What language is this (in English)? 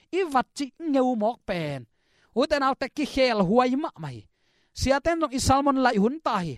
Tedim Chin